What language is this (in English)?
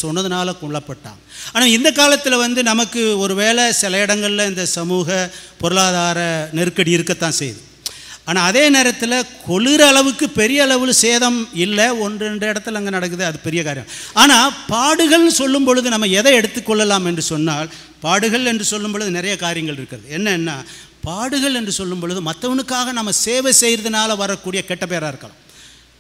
Tamil